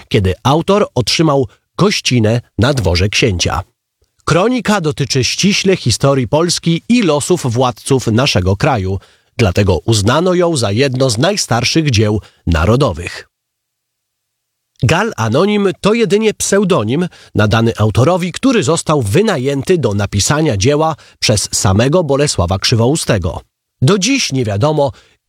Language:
Polish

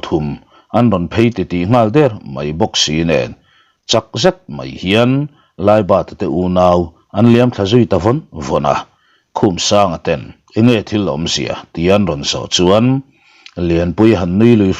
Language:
Mizo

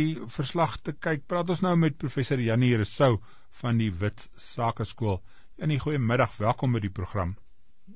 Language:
Afrikaans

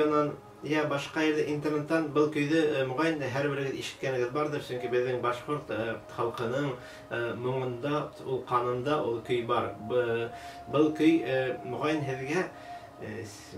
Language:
Bashkir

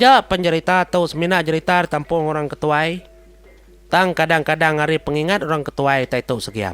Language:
Iban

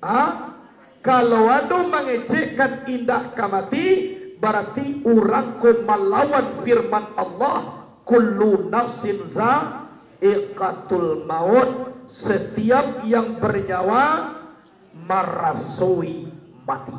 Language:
Minangkabau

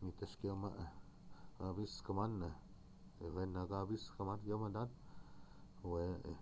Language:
Chippewa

